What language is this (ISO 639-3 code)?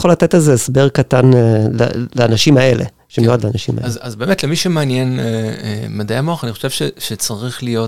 heb